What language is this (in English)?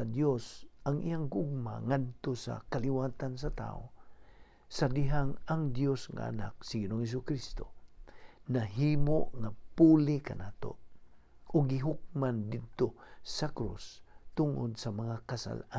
Cebuano